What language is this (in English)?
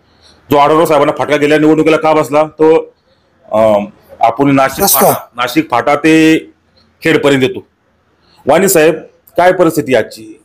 Marathi